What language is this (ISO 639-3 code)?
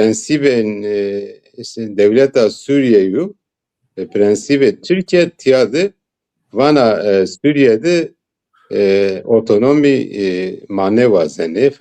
zza